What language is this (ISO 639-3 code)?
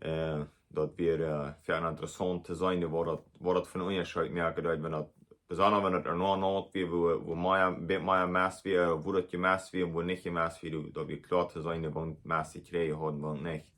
pdt